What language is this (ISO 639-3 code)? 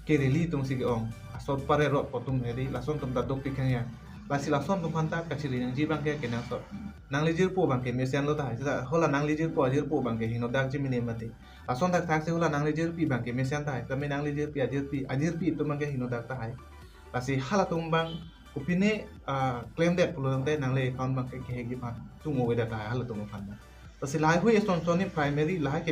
mjw